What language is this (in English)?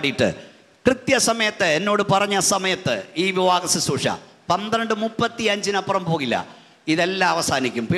Malayalam